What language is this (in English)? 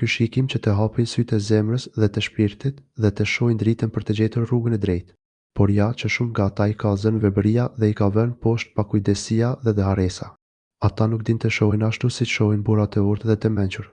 Albanian